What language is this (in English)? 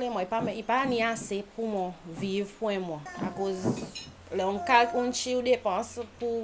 Seselwa Creole French